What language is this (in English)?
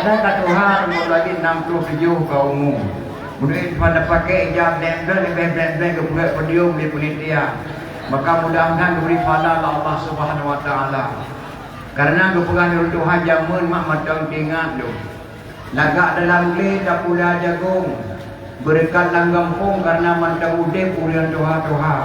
Achinese